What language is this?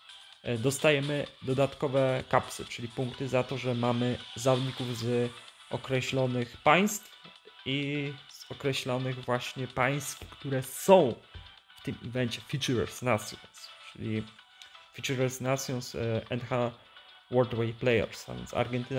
Polish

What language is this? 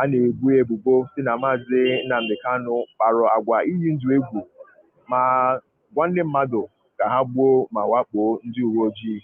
Igbo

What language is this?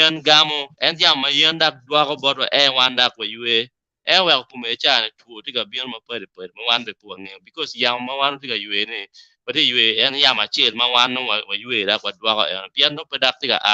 Acoli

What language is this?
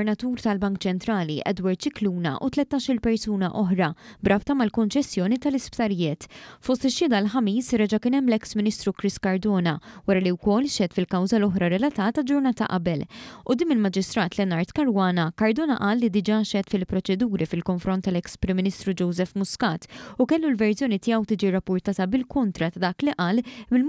Maltese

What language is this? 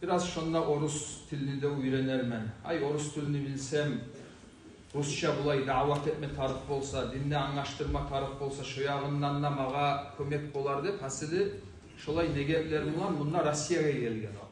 Kumyk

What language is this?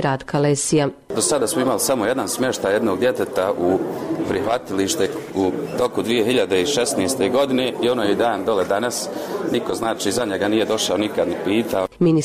Bosnian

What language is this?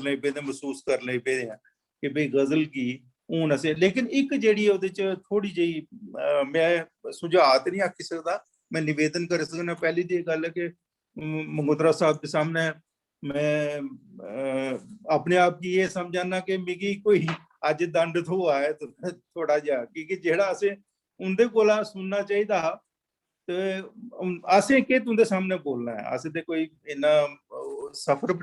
Dogri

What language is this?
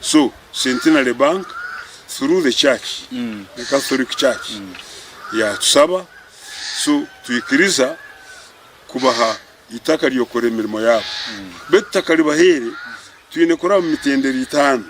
Nyankole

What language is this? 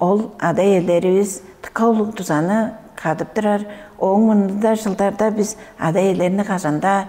Tuvinian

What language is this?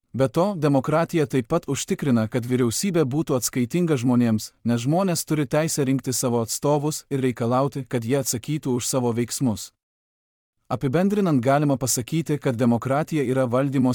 Lithuanian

